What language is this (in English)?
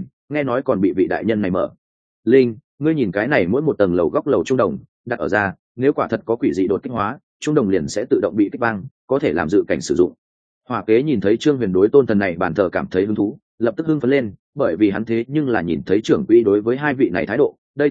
Vietnamese